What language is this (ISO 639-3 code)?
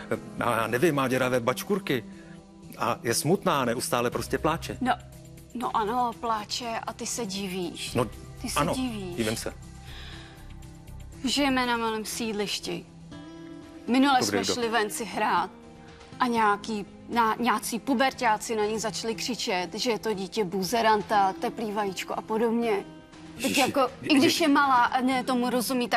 ces